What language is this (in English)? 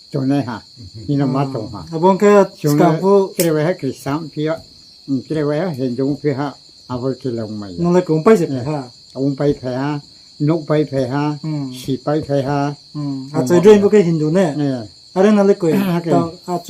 Riang (India)